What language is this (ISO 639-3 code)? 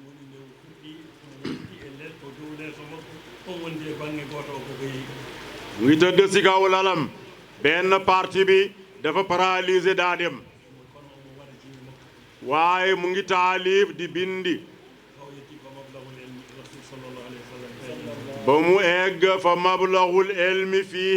ful